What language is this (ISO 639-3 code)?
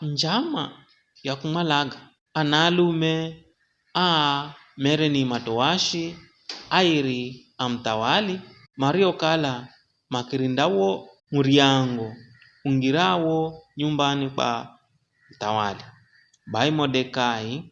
nyf